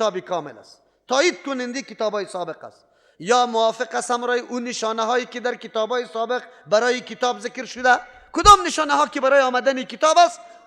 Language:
Persian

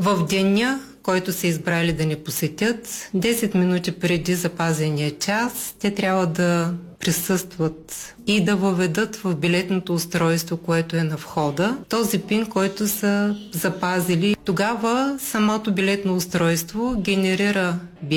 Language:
Bulgarian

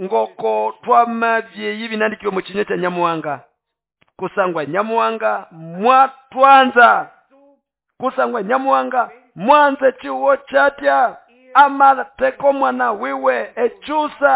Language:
Nande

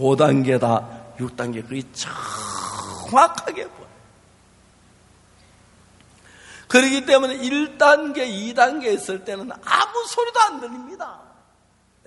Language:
Korean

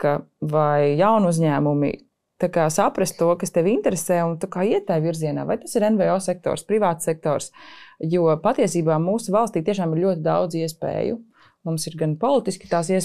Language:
Latvian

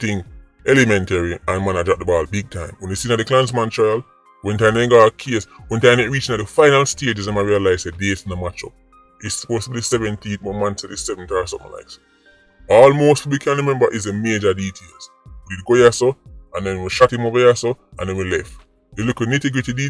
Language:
Jamaican Creole English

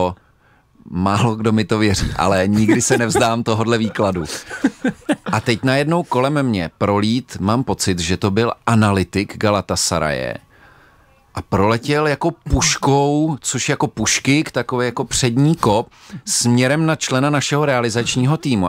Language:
Czech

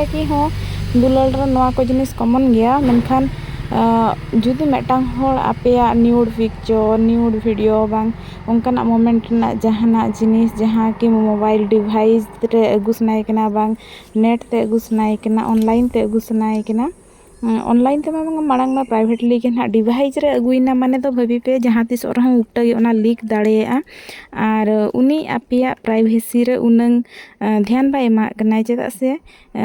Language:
Santali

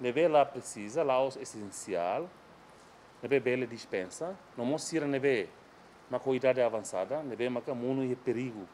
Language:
Tetum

